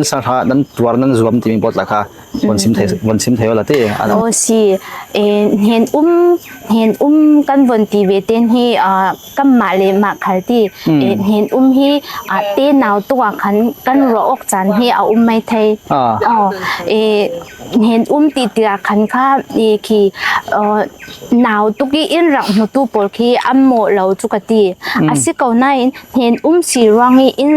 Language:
Falam Chin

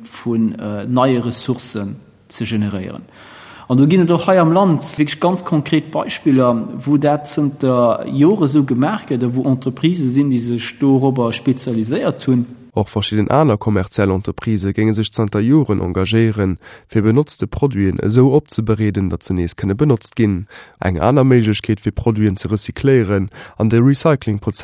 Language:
Luxembourgish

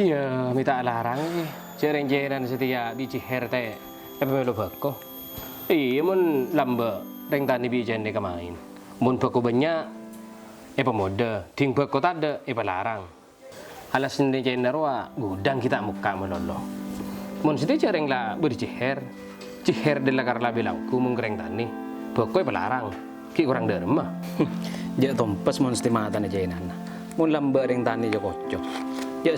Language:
Madurese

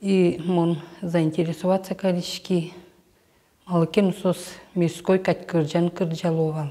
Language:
Udmurt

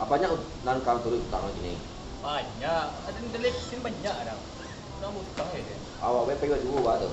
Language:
Minangkabau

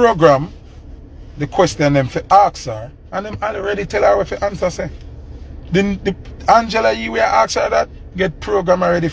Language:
Jamaican Creole English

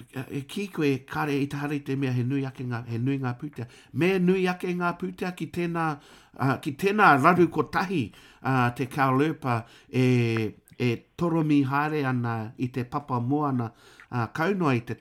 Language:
Māori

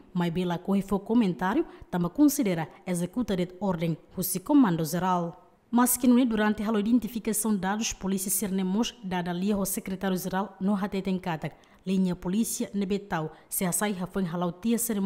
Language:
Tetum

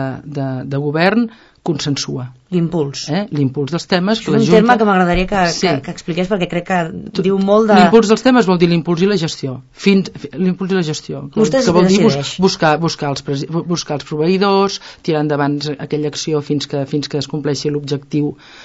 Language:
Catalan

